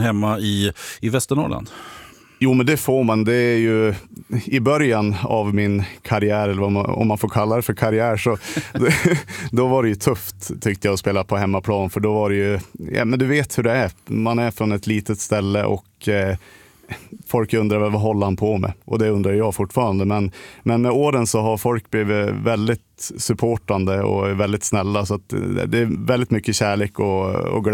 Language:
Swedish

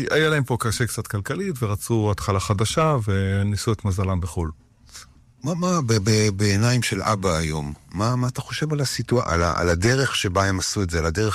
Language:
Hebrew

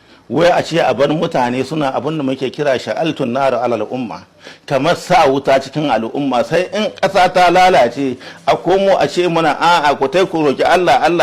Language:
Hausa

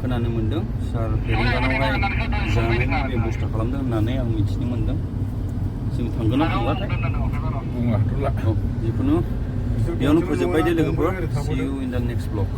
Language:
Bodo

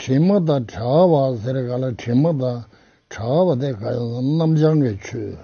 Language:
Tibetan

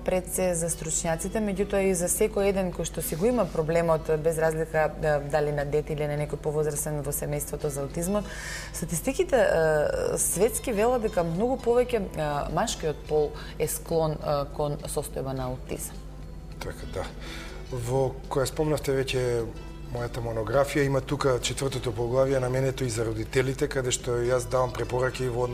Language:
Macedonian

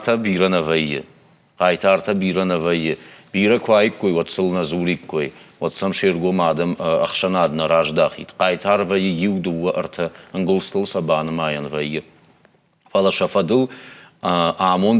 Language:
Ossetic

